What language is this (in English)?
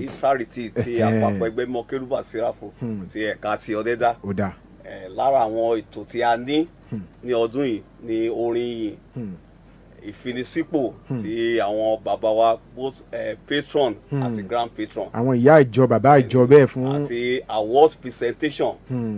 Yoruba